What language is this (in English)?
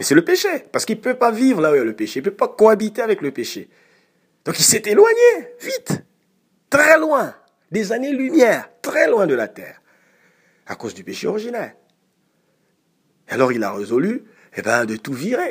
French